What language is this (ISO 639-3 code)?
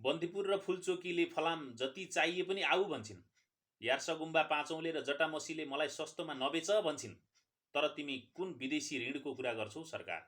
nep